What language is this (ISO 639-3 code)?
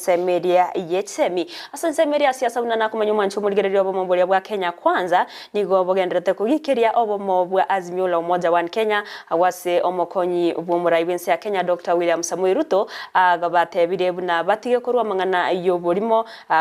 guz